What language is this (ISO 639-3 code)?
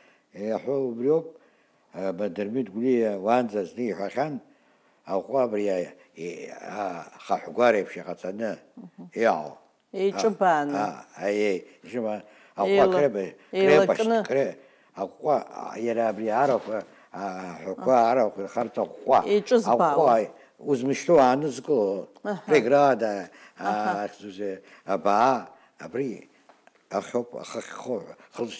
abk